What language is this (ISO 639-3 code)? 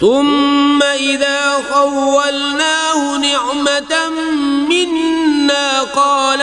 kas